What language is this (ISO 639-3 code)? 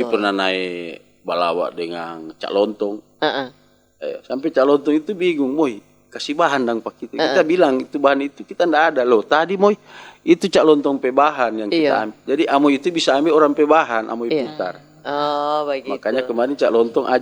xmm